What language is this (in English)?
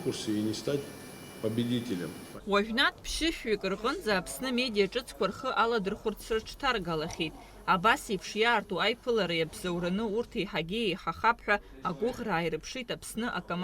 Abkhazian